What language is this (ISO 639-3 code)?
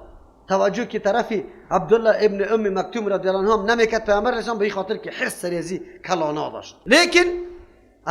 fas